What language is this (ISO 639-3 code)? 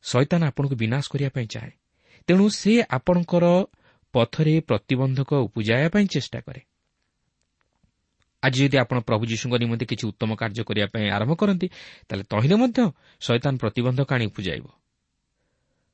ori